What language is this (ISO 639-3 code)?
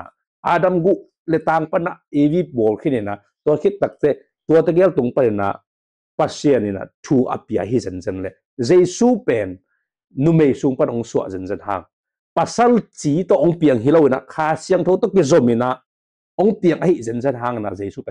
ctd